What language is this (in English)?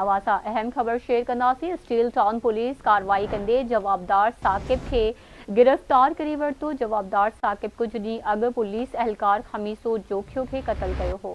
Sindhi